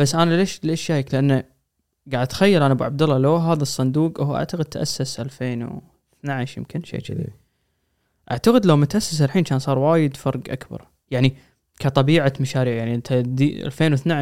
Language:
Gulf Arabic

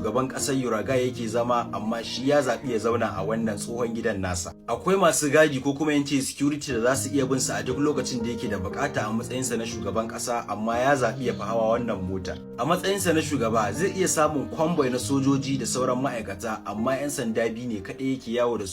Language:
Hausa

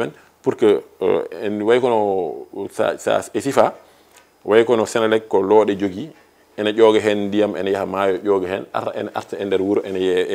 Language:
Fula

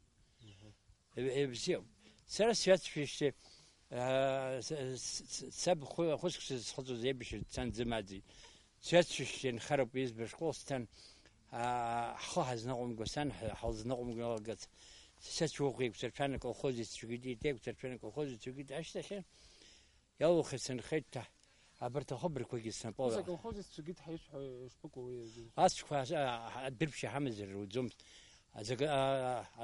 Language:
Abkhazian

